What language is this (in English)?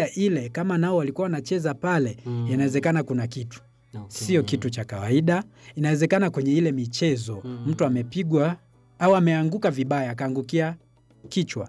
Swahili